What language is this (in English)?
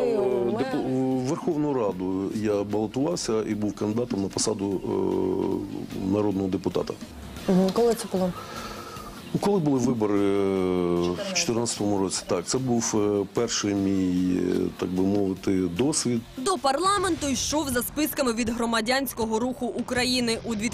Ukrainian